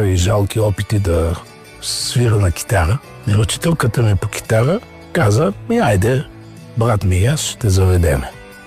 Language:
Bulgarian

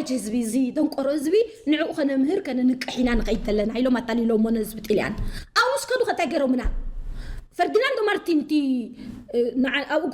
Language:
Tigrinya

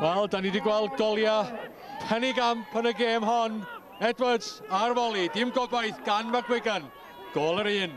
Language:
Welsh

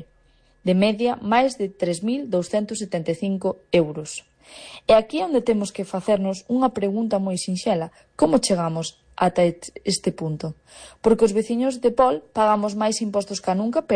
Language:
Galician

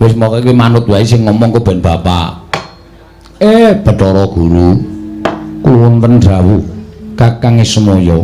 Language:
Javanese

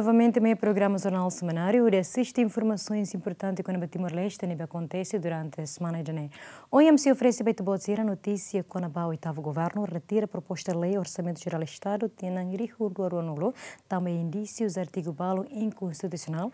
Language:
Tetum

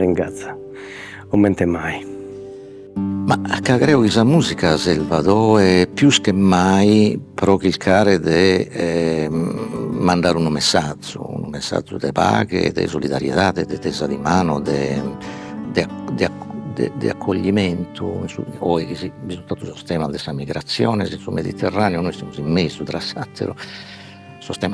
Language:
Sardinian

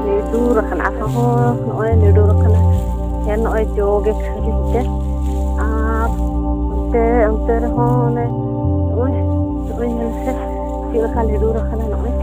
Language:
Santali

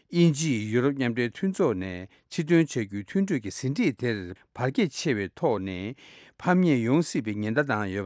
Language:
Tibetan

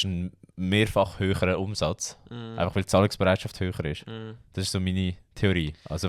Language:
Swiss German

